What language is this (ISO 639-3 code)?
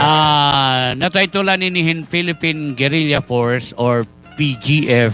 war